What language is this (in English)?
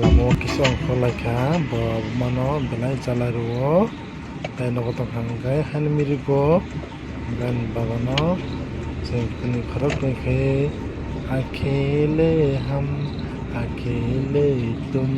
Kok Borok